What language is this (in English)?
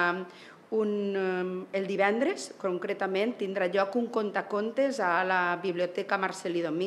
Catalan